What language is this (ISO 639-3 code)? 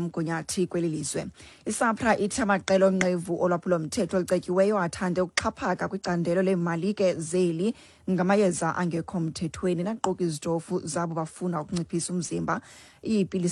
xho